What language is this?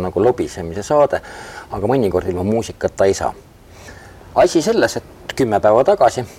Estonian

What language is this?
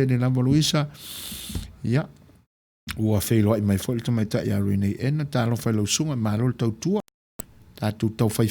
Samoan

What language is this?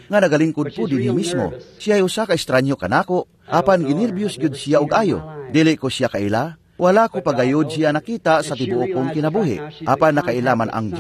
Cebuano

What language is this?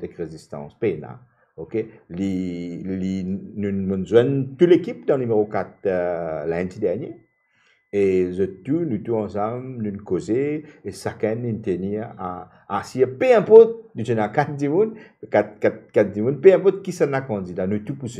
Morisyen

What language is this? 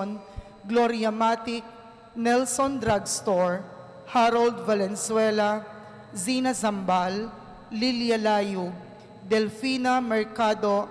Pampanga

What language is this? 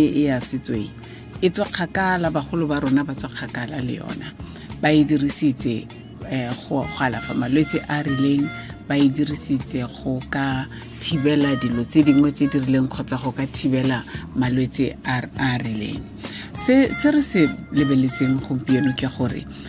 Tswana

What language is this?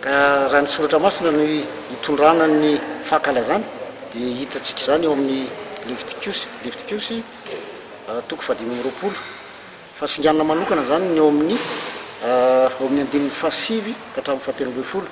Malagasy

